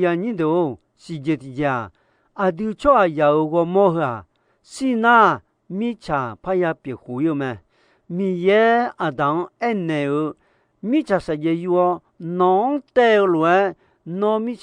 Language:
Akha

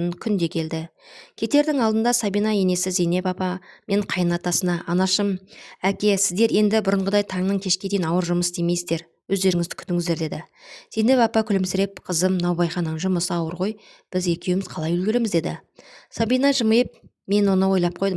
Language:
Kazakh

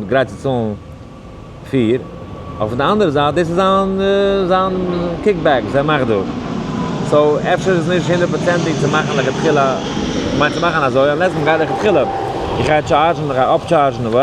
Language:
Yiddish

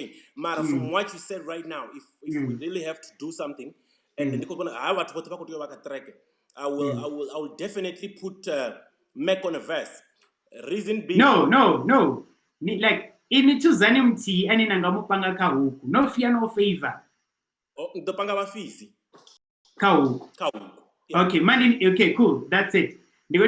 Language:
Venda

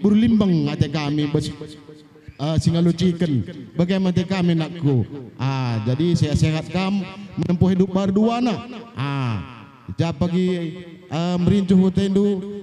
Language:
Batak Karo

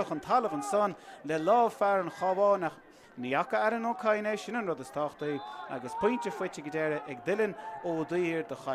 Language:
Irish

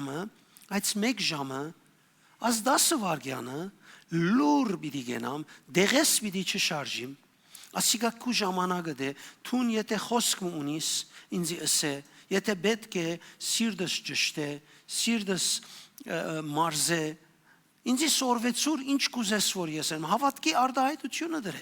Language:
Western Armenian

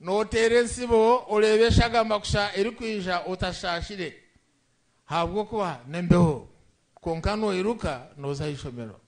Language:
Nyankole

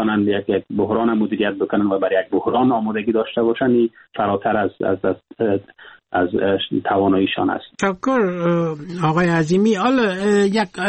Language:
Persian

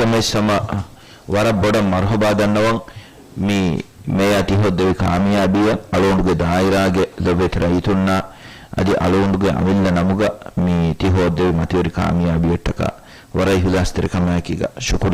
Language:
Divehi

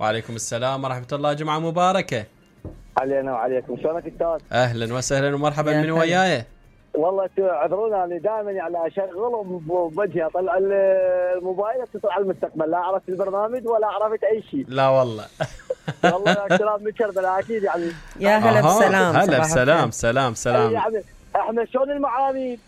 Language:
Mesopotamian Arabic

